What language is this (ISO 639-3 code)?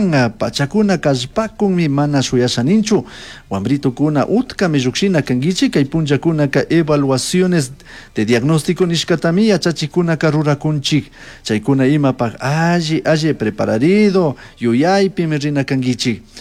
qug